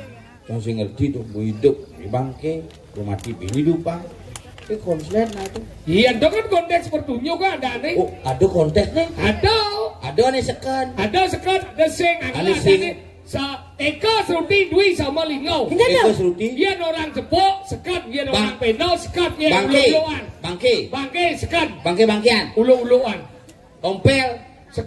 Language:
Balinese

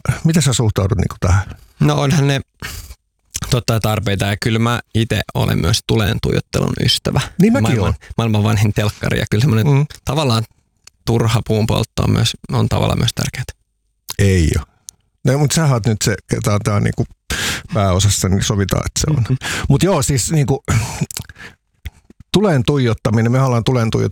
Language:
Finnish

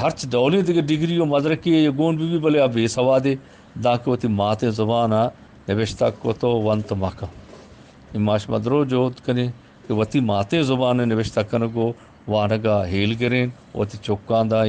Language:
Eastern Balochi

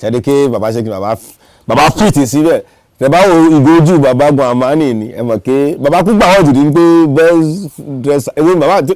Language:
Yoruba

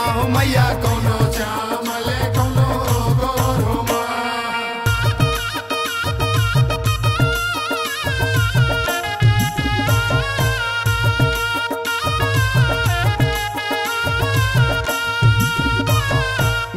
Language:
Bhojpuri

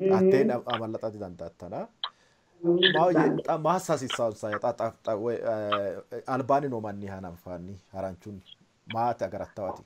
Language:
Sidamo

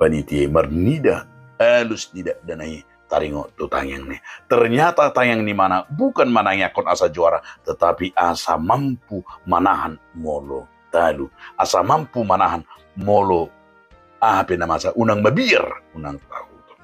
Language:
Batak Toba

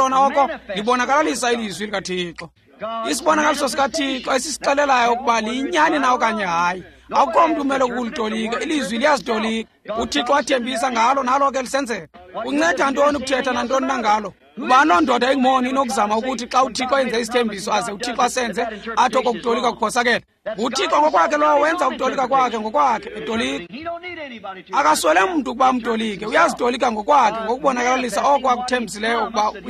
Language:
Xhosa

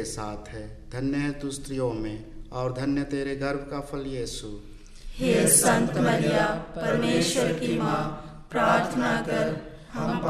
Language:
Hindi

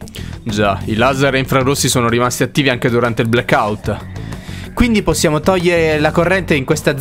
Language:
Italian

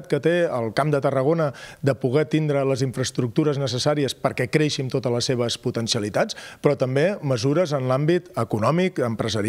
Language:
Catalan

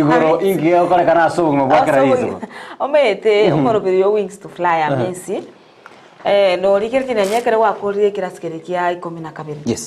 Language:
Gusii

